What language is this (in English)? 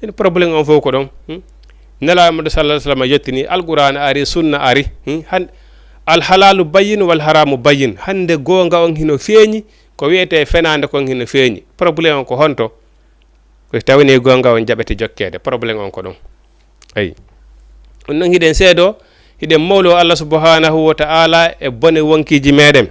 Fula